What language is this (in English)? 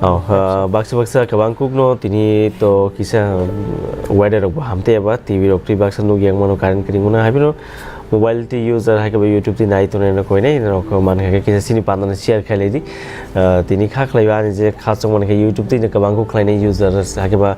Kok Borok